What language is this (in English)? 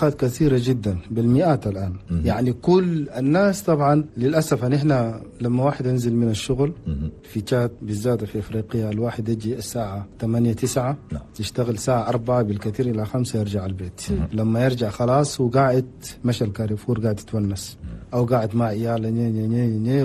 Chadian Arabic